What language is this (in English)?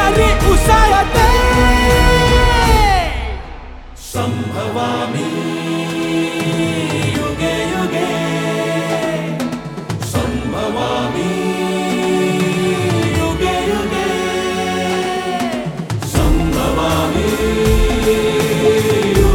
Marathi